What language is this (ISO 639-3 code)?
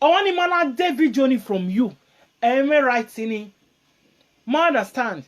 pcm